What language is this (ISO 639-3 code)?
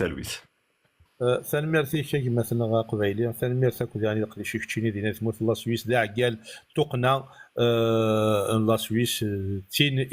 kab